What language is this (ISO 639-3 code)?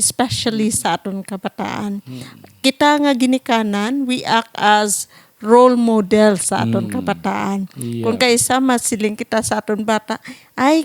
hil